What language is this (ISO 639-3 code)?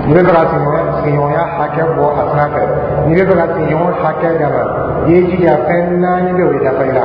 dyu